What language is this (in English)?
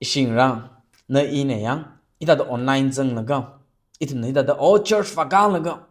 Tangkhul Naga (India)